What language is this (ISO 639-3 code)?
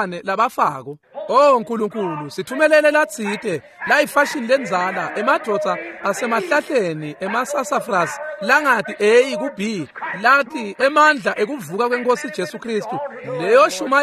ssw